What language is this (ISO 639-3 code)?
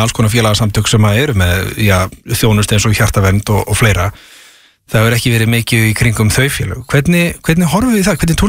isl